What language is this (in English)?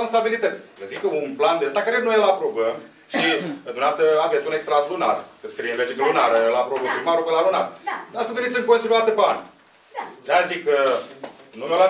Romanian